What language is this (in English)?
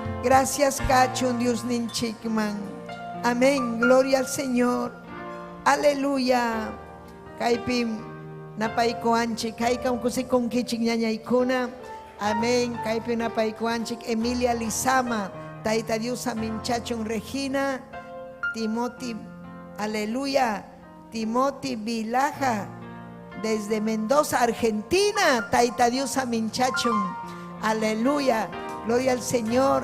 Ayacucho Quechua